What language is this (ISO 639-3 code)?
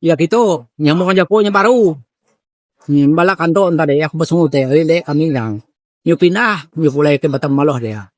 iba